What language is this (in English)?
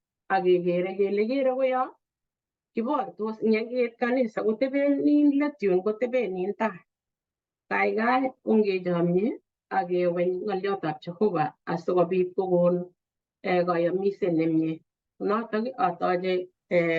Kalenjin